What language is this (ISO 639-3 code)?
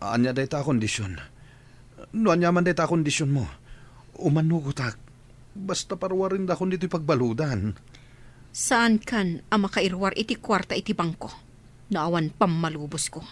ilo